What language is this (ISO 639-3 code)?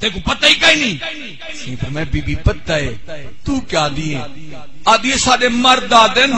skr